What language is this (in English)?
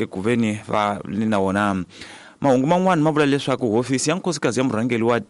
Tsonga